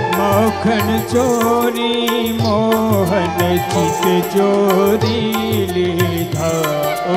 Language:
Gujarati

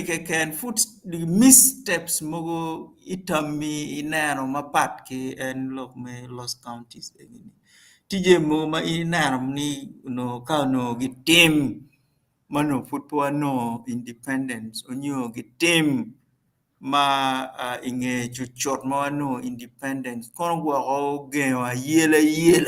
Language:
Acoli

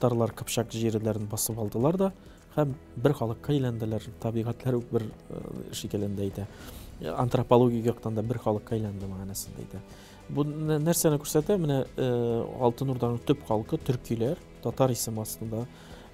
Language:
Tatar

